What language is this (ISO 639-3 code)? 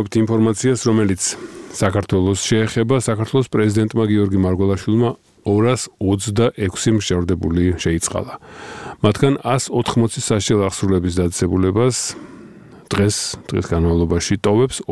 kat